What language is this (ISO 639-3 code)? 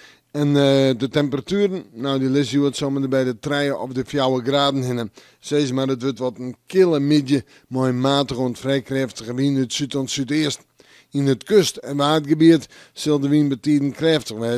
fry